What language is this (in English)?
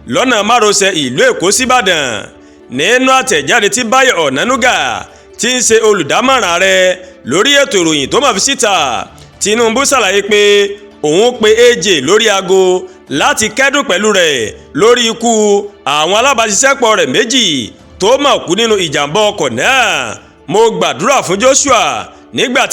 Yoruba